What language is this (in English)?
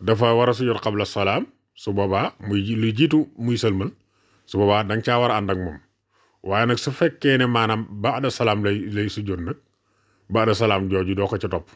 Wolof